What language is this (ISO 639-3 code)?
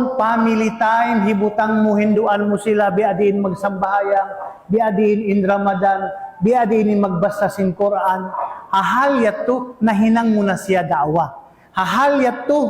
tsg